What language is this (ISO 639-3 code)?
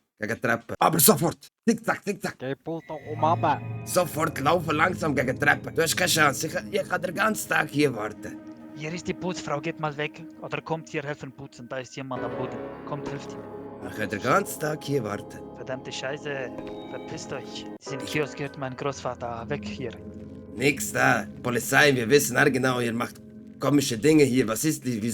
gsw